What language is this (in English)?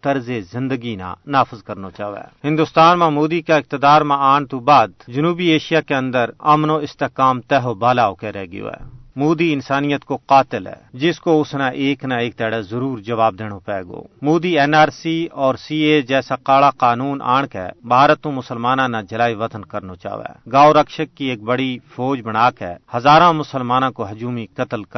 Gujari